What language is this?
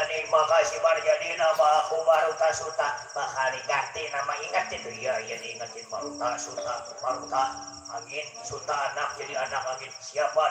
Betawi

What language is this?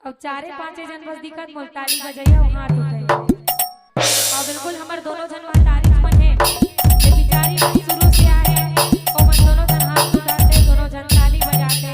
Chhattisgarhi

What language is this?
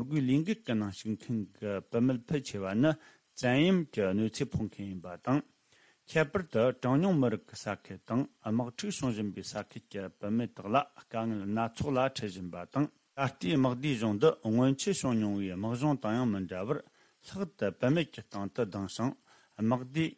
Tibetan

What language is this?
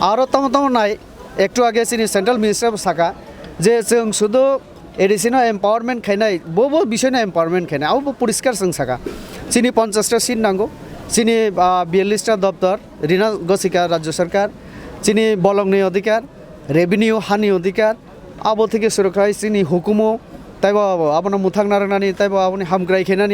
Kok Borok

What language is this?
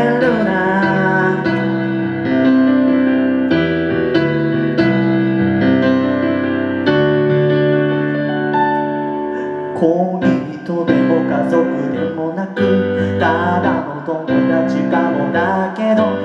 Japanese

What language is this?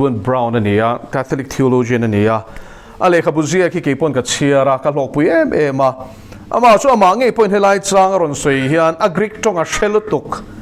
Mizo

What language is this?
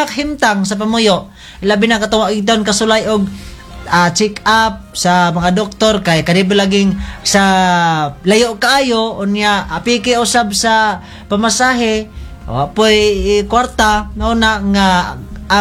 Cebuano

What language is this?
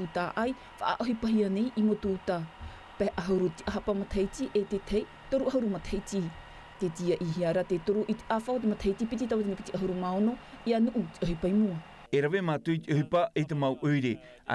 Tahitian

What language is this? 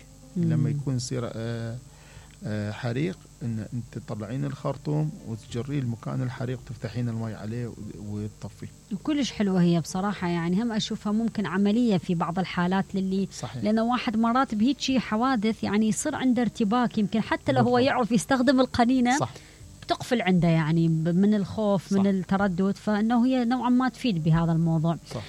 Mesopotamian Arabic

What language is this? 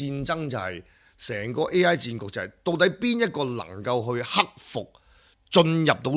Cantonese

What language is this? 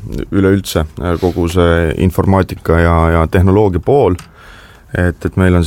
Estonian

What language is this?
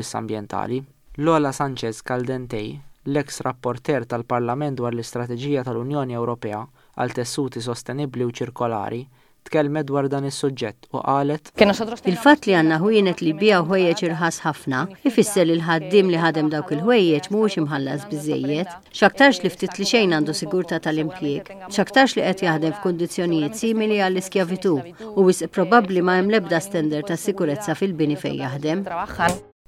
Maltese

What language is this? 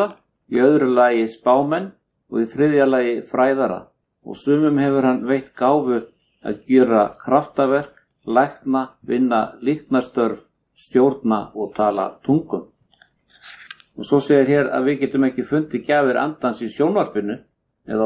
Icelandic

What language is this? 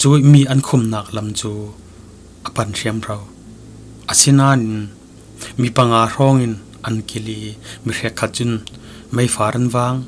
Falam Chin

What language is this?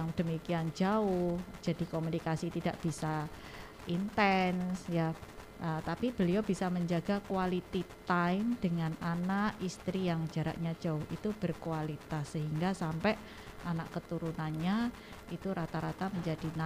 Indonesian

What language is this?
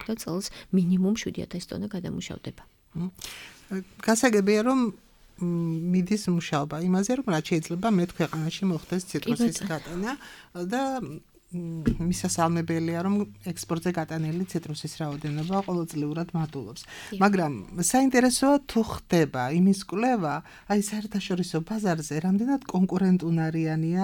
Georgian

